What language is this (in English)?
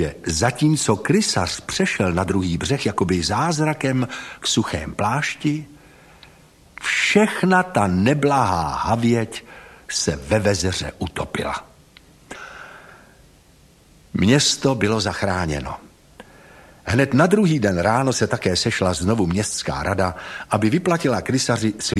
Czech